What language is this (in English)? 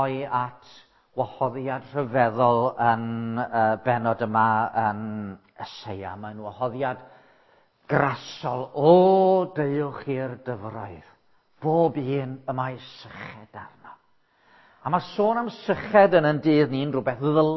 Welsh